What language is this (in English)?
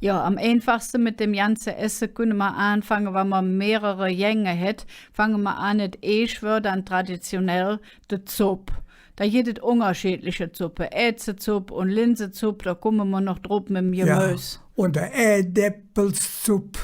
Colognian